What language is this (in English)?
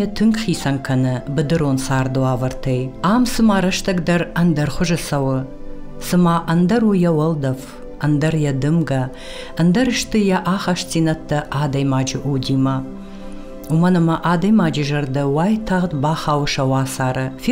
Ossetic